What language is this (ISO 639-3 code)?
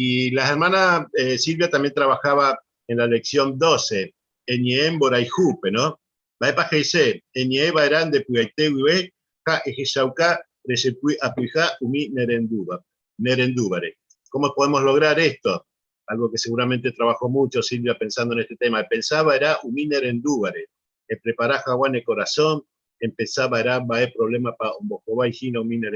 grn